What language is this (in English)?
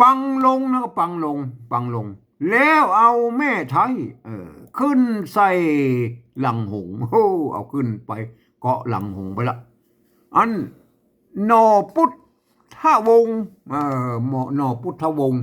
Northern Thai